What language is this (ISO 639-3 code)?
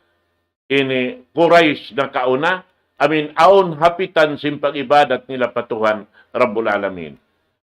tsg